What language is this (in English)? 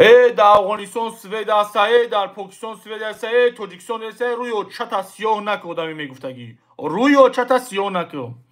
Tajik